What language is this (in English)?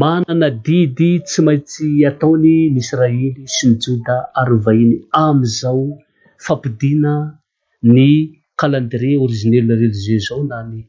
Malagasy